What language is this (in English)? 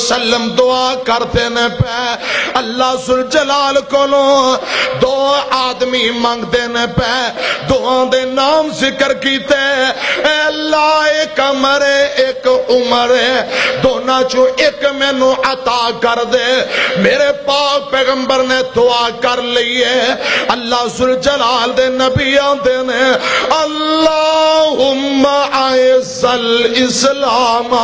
Western Panjabi